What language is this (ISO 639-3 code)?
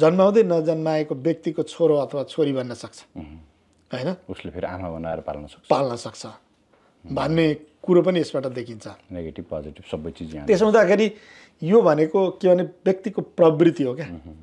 nep